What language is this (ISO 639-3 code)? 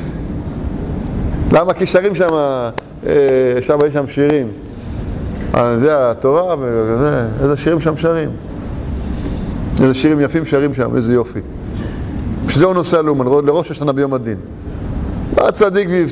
heb